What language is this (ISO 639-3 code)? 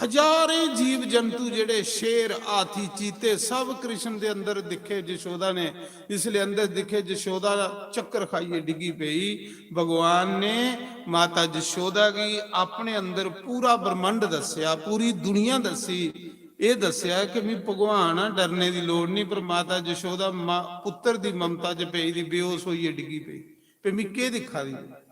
doi